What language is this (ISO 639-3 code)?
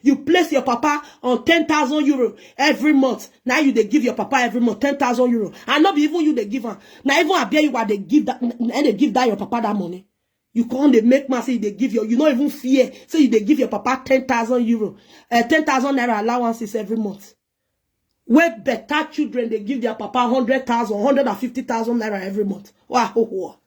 pcm